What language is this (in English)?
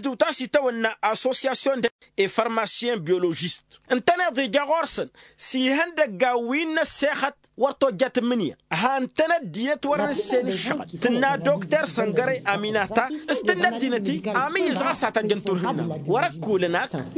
Tamasheq